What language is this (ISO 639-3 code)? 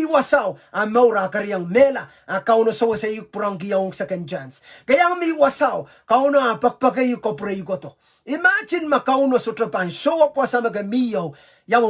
pon